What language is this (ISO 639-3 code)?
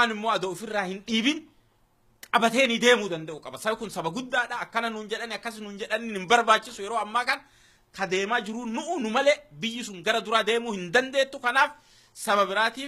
orm